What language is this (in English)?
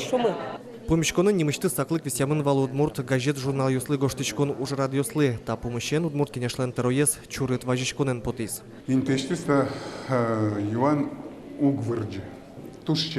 Udmurt